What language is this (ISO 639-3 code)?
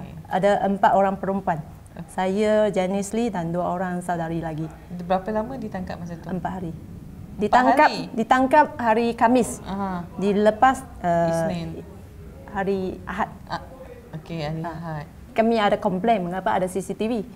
msa